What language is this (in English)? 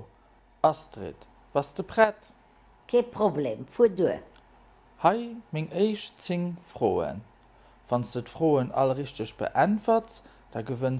Luxembourgish